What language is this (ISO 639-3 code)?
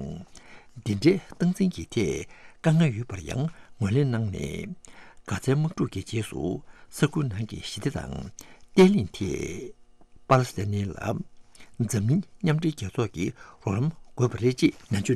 bod